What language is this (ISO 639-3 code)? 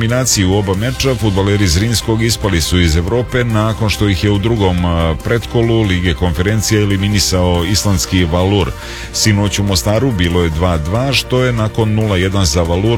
srp